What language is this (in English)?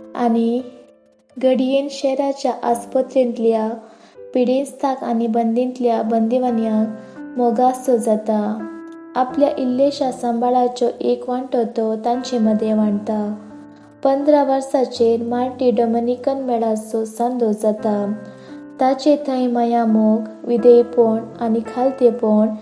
Konkani